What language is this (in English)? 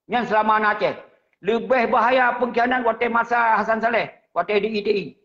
Achinese